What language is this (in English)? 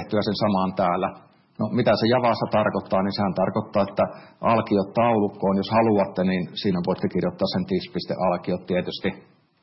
Finnish